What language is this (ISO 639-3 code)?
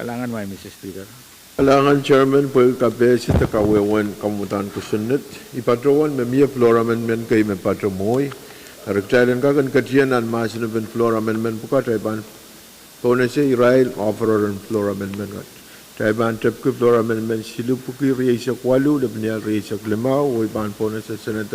pon